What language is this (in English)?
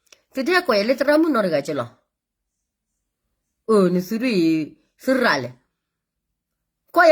S'gaw Karen